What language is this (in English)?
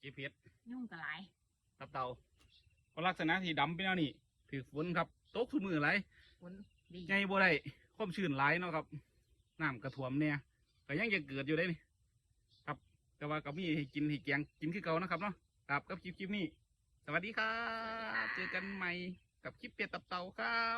Northeastern Thai